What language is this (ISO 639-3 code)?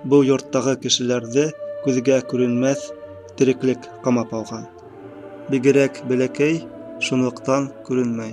bak